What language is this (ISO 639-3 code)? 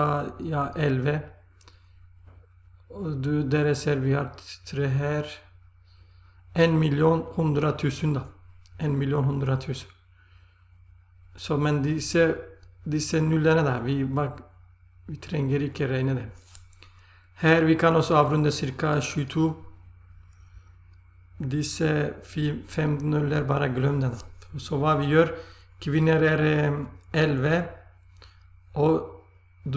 nor